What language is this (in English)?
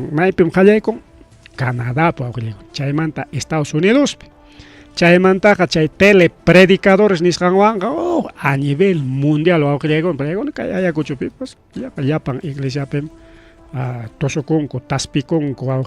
Ayacucho Quechua